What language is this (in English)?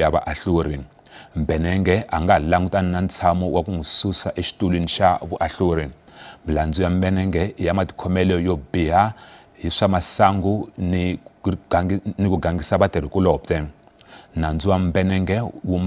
Tsonga